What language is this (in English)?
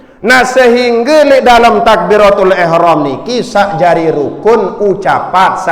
Sasak